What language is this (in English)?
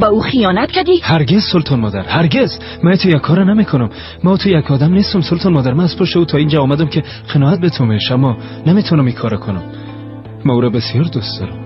Persian